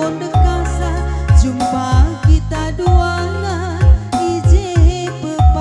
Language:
Batak Karo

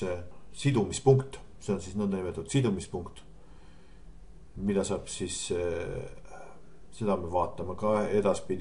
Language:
Estonian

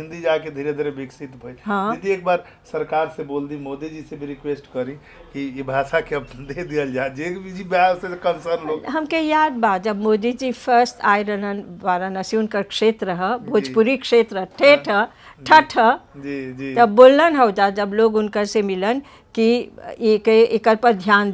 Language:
Bhojpuri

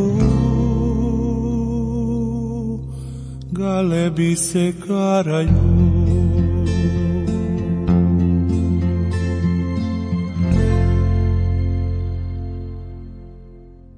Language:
Croatian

